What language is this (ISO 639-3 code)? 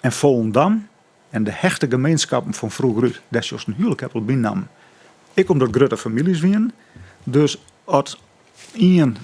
fry